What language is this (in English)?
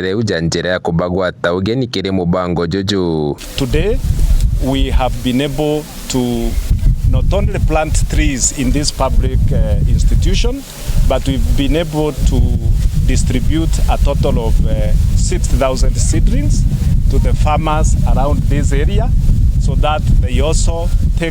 Meru